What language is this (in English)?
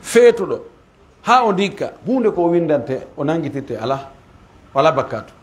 Pular